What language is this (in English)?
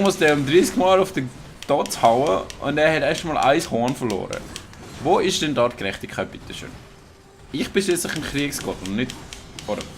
Swiss German